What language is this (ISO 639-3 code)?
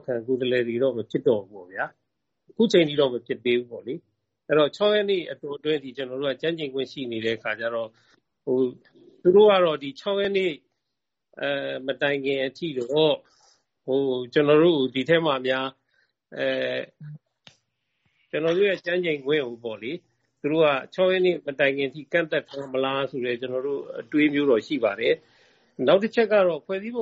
mya